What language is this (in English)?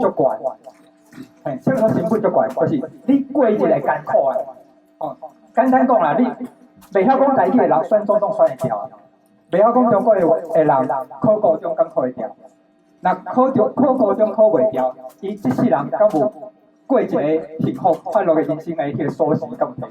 Min Nan Chinese